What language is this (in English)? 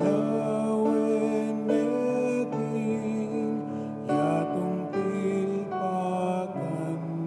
Pampanga